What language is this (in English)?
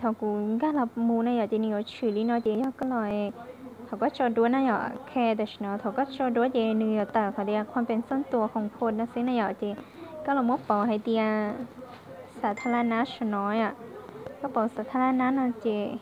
Hmong